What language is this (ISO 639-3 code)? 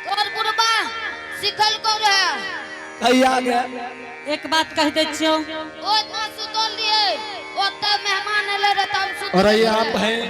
anp